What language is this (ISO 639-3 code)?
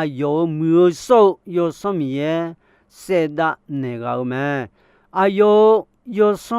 ahk